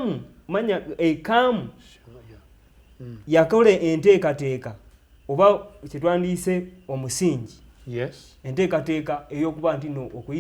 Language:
Ganda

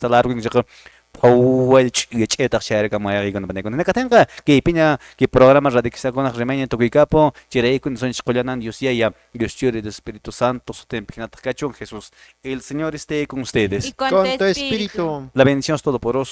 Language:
Quechua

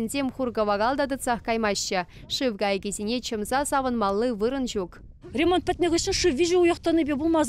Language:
Chuvash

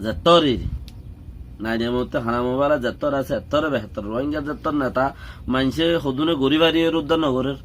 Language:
Rohingya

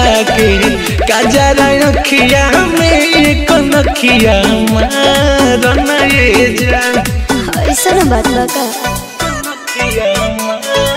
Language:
Bhojpuri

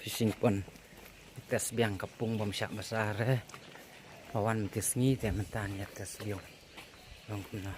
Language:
Khasi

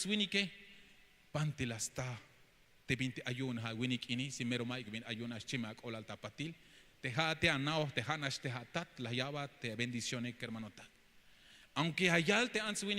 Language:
Tzeltal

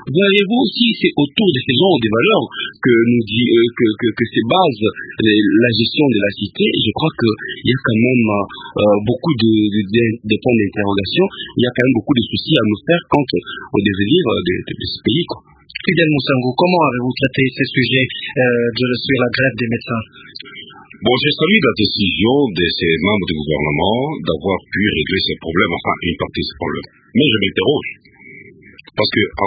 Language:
French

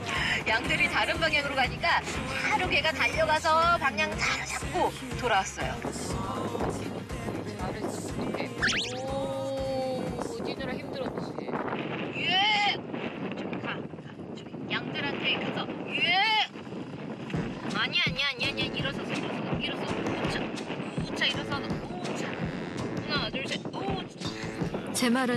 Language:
Korean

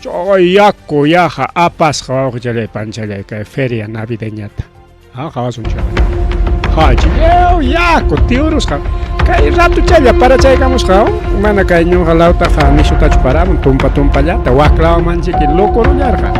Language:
Ayacucho Quechua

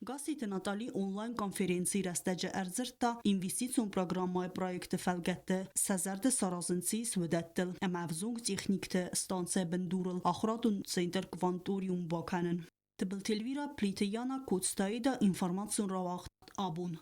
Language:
Ossetic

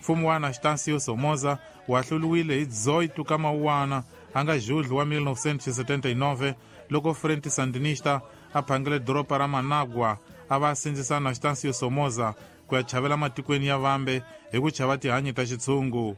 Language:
Tsonga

